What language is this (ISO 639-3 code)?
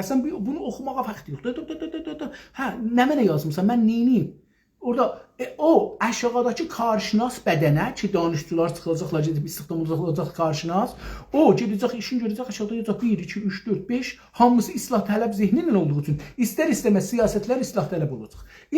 azb